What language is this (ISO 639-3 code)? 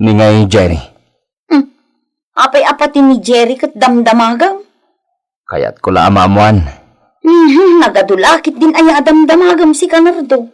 ilo